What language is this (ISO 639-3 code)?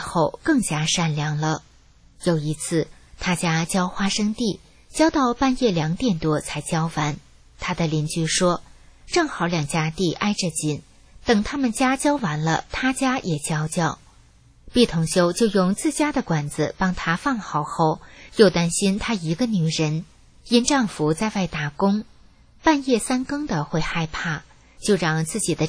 zho